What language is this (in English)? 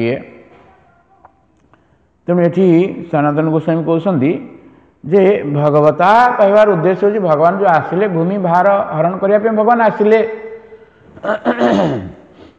Odia